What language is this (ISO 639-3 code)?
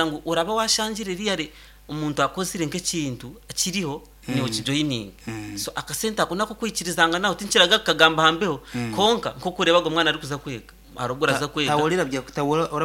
nyn